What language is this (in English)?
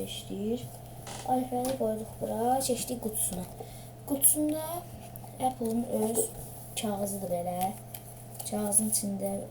Azerbaijani